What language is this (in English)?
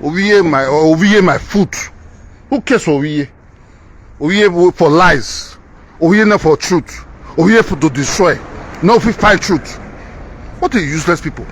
Nigerian Pidgin